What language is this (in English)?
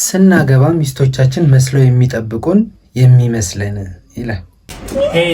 Amharic